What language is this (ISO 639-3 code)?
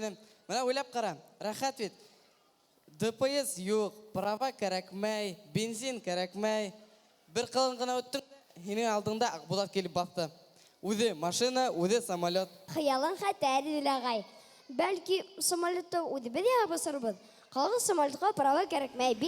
bak